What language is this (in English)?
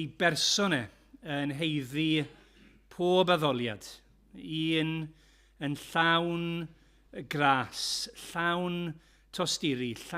Welsh